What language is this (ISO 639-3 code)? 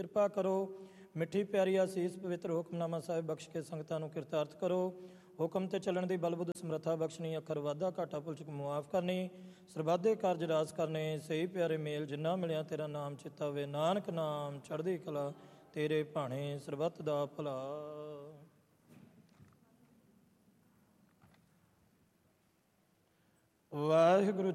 pan